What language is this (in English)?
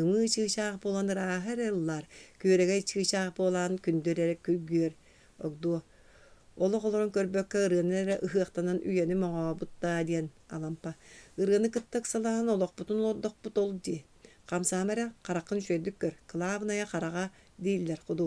Yakut